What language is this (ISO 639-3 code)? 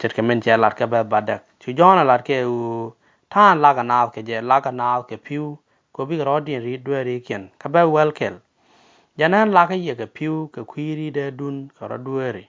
nus